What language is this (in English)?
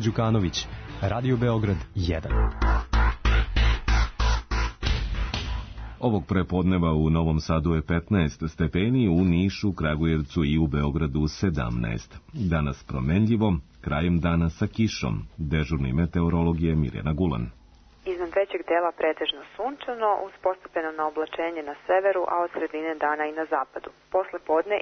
Serbian